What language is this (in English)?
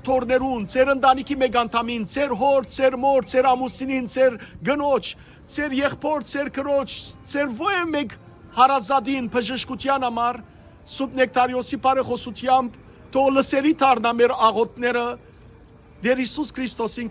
Western Armenian